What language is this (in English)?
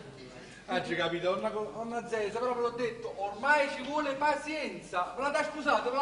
Neapolitan